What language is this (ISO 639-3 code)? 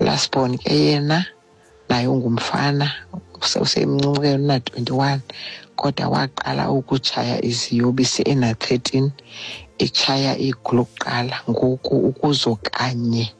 xho